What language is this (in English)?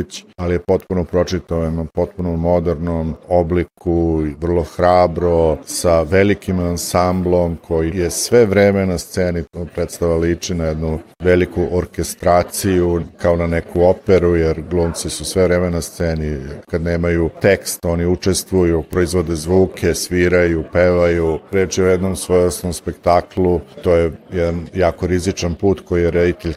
Bosnian